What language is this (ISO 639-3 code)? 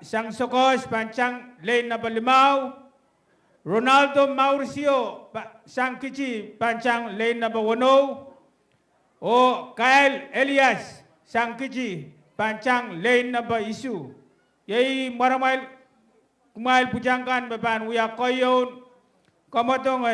pon